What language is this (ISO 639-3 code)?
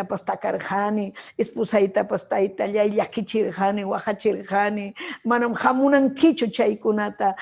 quy